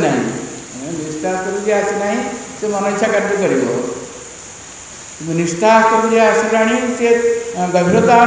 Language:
Odia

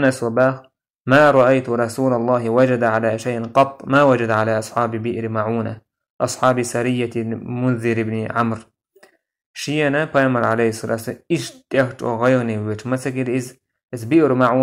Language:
Chechen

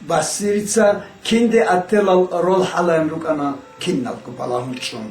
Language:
Avaric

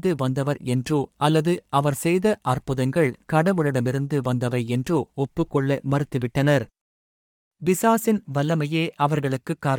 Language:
Tamil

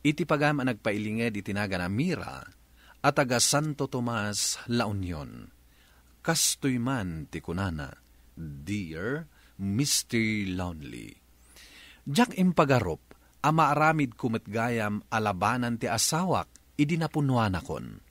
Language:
Iloko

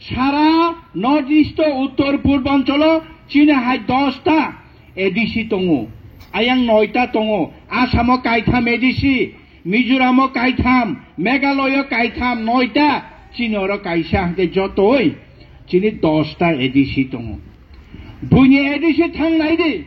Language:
Kok Borok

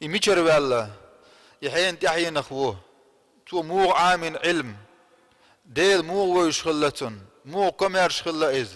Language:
Chechen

